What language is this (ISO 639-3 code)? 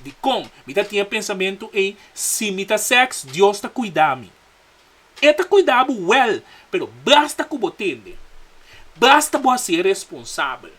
pap